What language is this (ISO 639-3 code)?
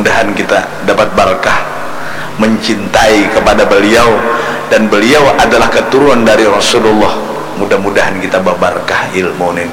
bjn